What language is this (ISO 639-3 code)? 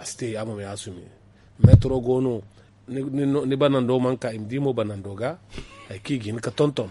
dje